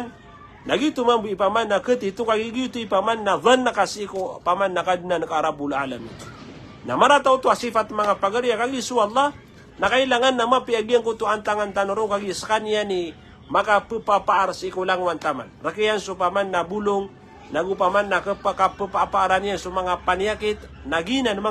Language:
Maranao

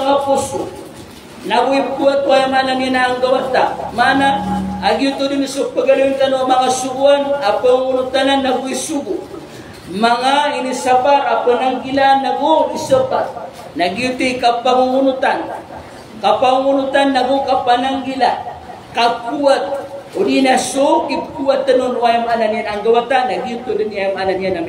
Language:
Maranao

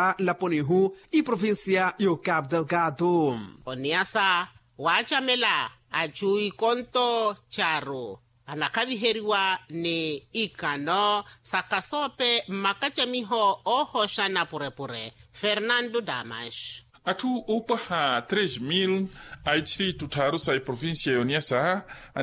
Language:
Makhuwa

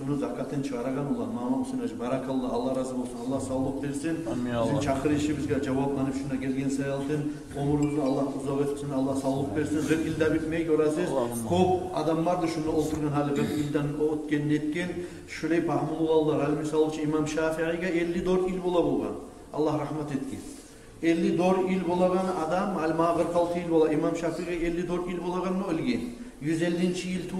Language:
Kumyk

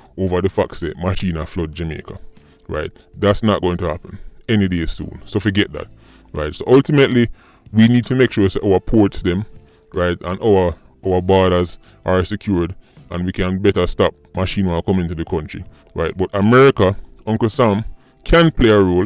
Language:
Jamaican Creole English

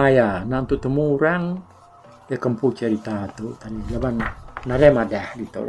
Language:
Iban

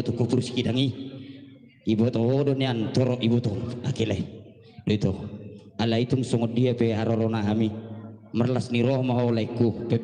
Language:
Batak Toba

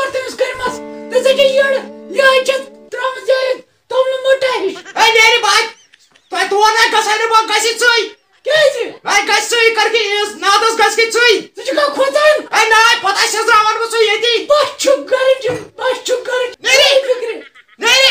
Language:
Kashmiri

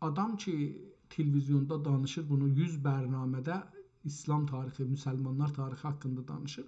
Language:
South Azerbaijani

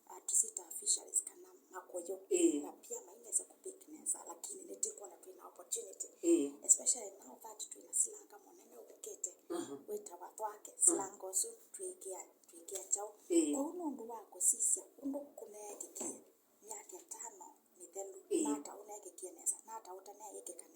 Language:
Kamba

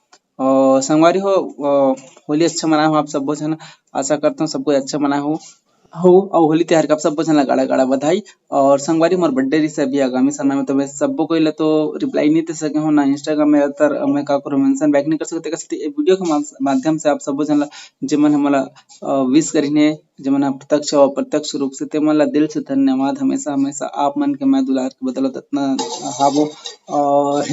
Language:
Chhattisgarhi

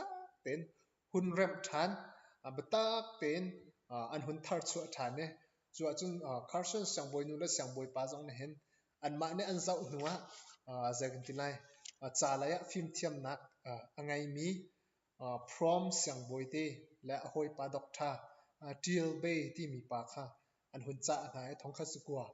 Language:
Hakha Chin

